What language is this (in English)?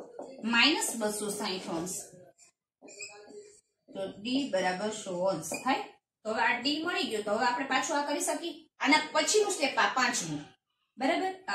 Gujarati